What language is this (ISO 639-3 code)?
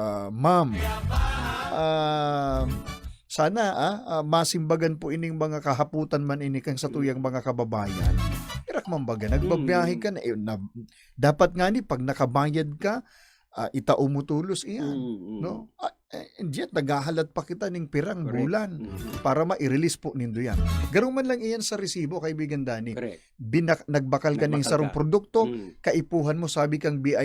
bik